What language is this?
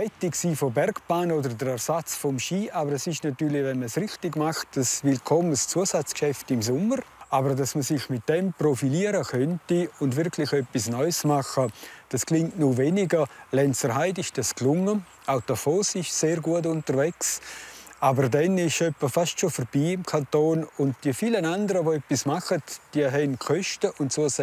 Romansh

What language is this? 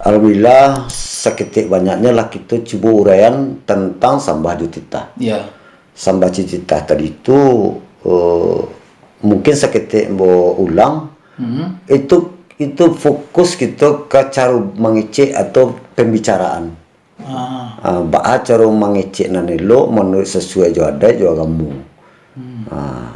Minangkabau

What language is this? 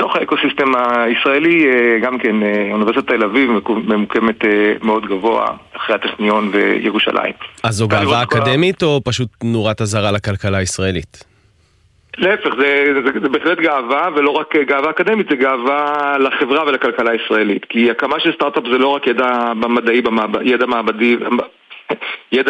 Hebrew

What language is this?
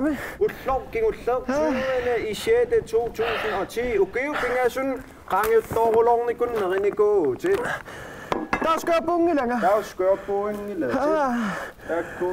Kalaallisut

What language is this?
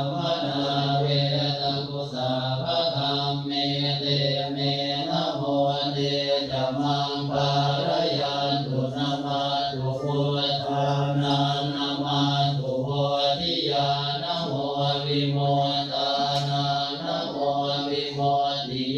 Pali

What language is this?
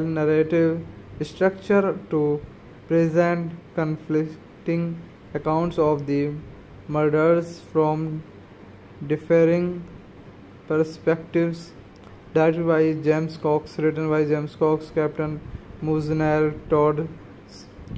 English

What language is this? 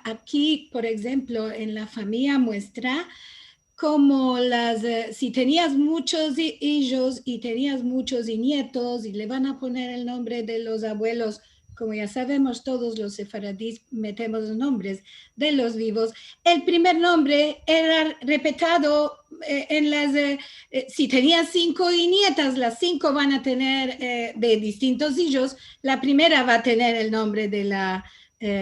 Ladino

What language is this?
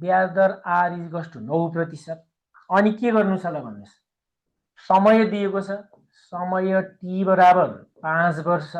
Nepali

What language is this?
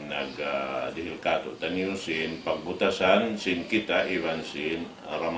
Tausug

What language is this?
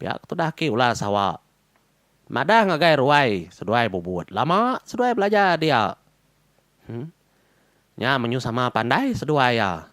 Iban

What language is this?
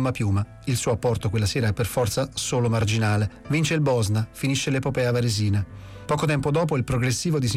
Italian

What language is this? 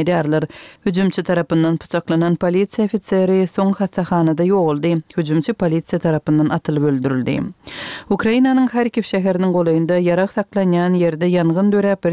Turkmen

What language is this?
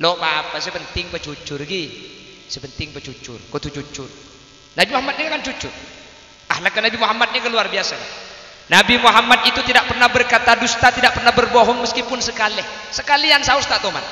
Madurese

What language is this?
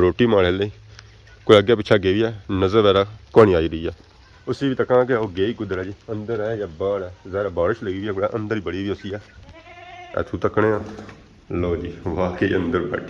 Pahari-Potwari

